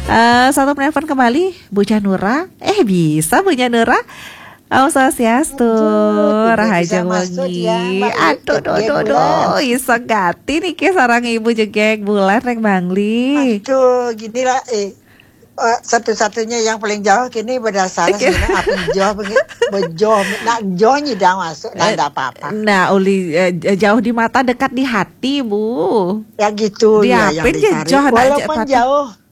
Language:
Balinese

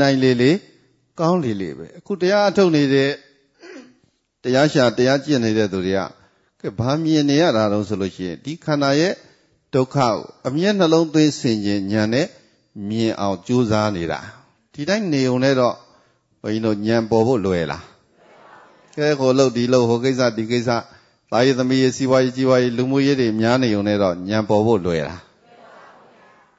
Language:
Burmese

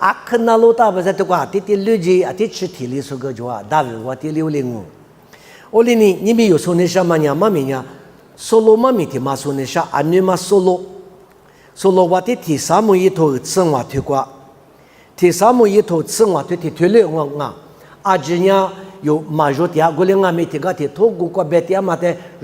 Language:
Lisu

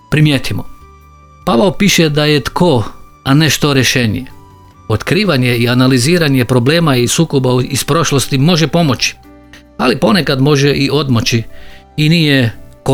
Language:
Croatian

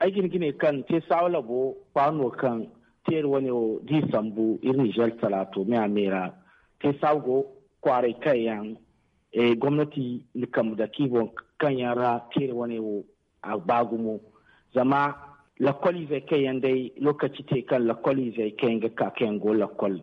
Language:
Zarma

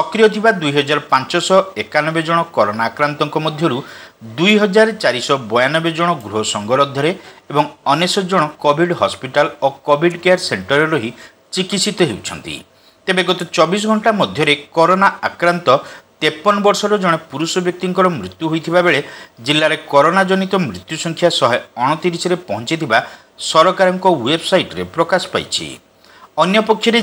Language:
Odia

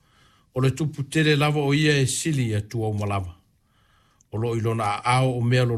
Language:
Samoan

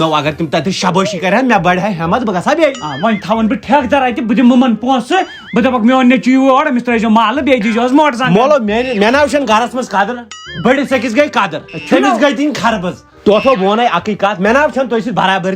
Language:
Kashmiri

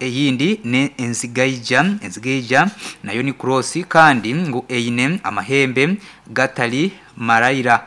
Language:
Nyankole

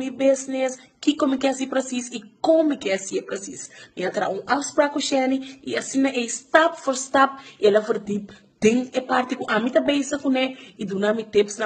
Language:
Papiamento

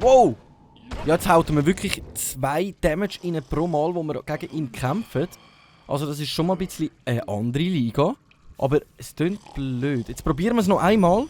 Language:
Swiss German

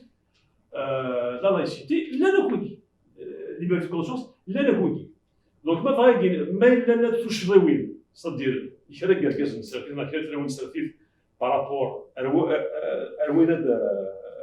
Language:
Kabyle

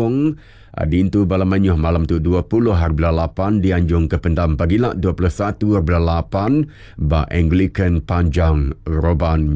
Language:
Iban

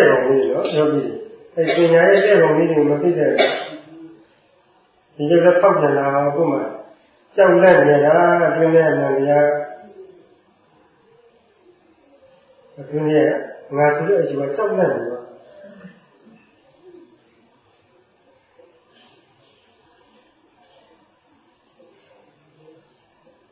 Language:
Burmese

